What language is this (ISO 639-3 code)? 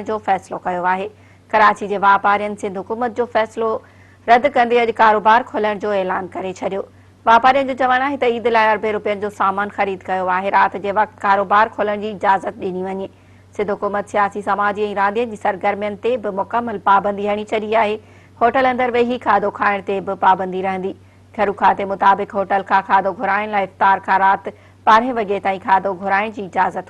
snd